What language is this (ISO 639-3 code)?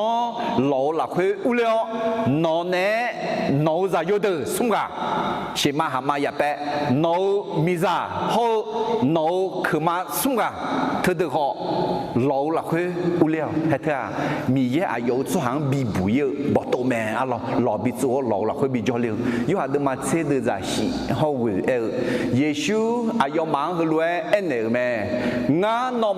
ahk